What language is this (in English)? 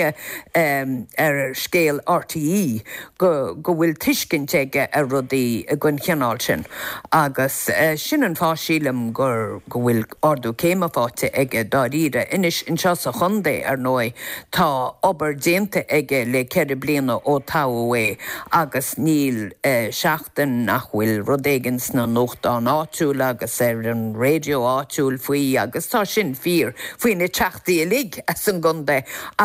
Irish